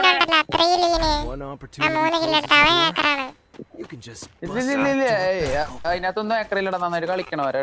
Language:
Malayalam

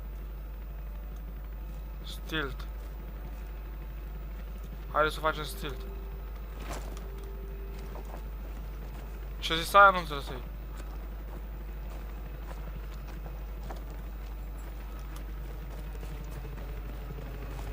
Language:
Romanian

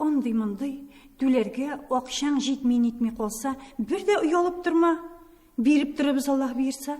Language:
Tatar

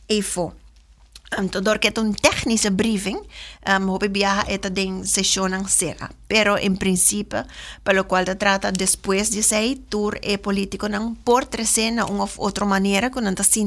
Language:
Papiamento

